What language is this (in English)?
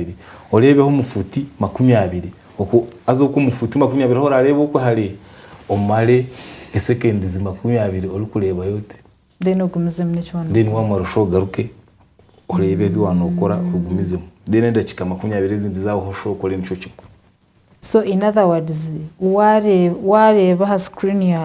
Nyankole